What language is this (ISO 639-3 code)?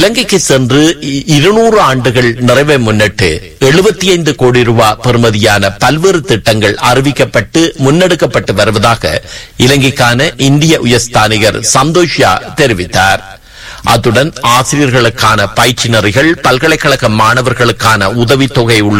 tam